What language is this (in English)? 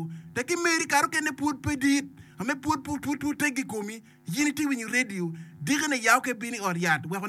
Acoli